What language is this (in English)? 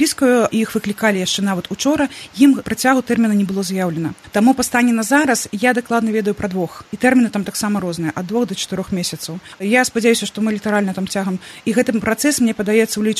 Belarusian